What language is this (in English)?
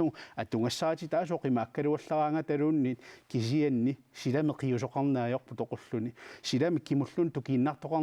Kalaallisut